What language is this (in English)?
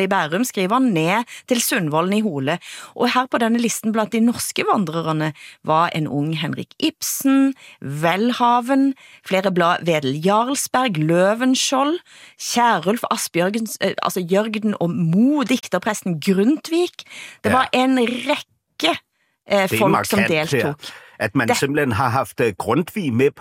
Norwegian